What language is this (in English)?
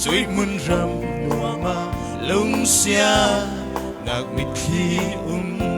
Falam Chin